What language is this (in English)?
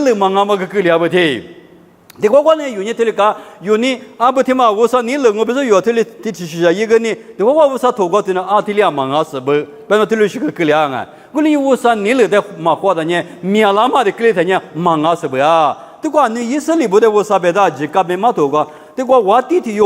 Lisu